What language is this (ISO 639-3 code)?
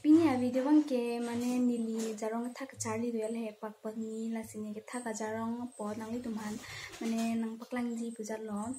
mjw